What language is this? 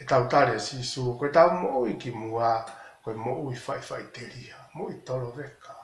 Tongan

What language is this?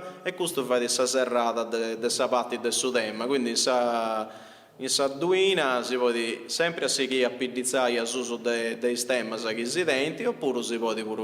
Sardinian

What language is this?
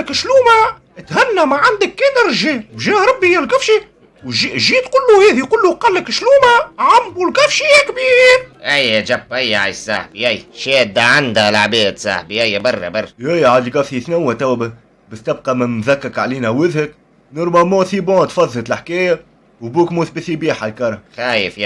Tunisian Arabic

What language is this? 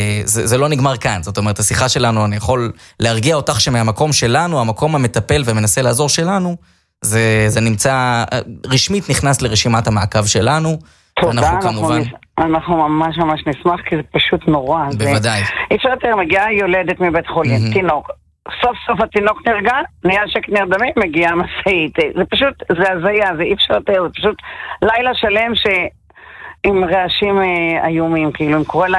Hebrew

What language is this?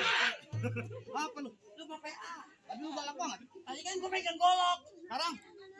Betawi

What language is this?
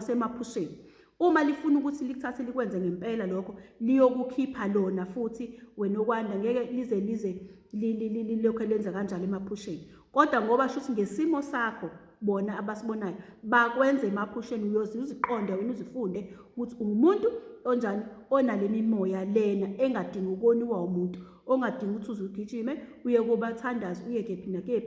Zulu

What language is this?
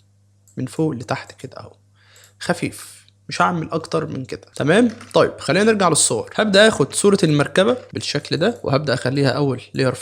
Egyptian Arabic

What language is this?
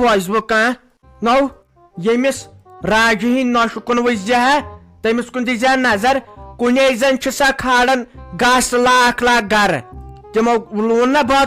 Kashmiri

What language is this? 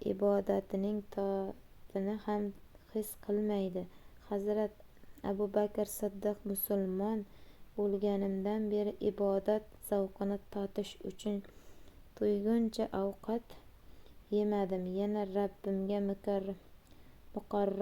Uzbek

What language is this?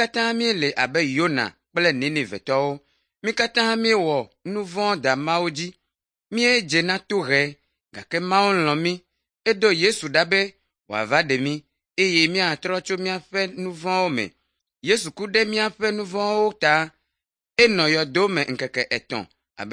Ewe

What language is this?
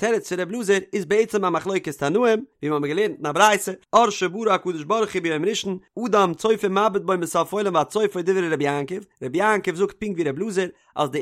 Yiddish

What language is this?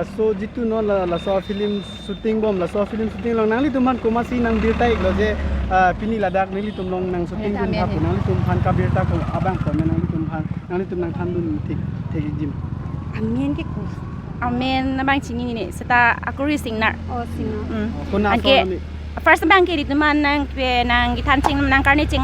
Karbi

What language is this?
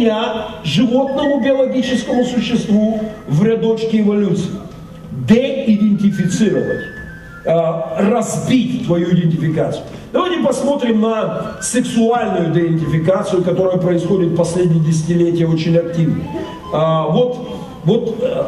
Russian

